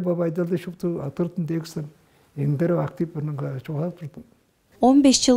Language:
Tuvinian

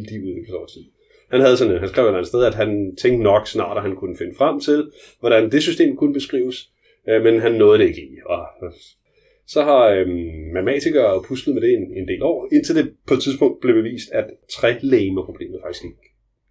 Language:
Danish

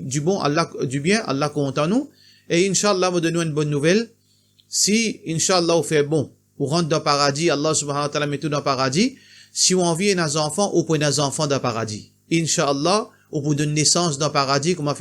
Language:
Morisyen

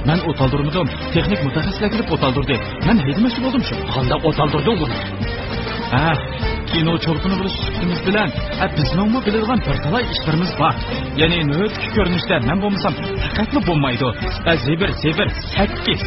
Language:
Uyghur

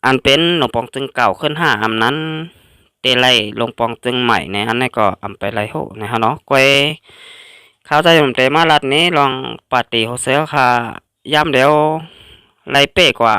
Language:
Shan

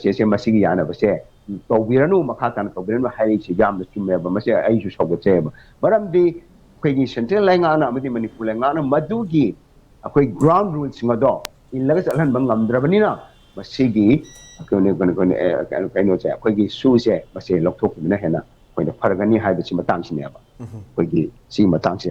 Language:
Manipuri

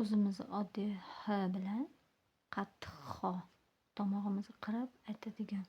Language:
Uzbek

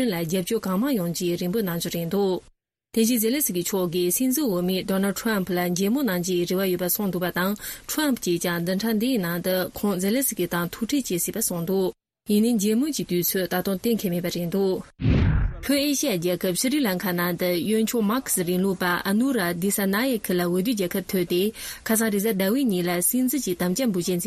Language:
Tibetan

